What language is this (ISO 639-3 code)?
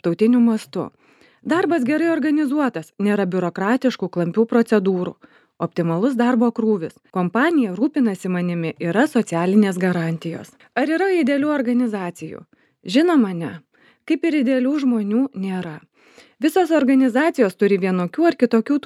lit